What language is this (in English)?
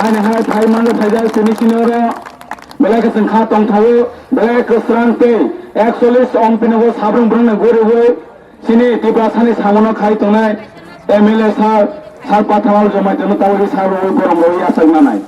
Kok Borok